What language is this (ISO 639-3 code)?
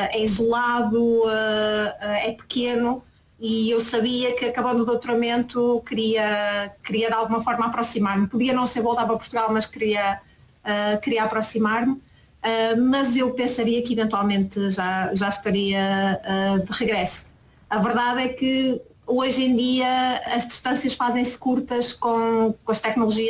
por